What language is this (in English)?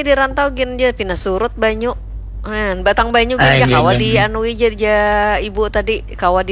Banjar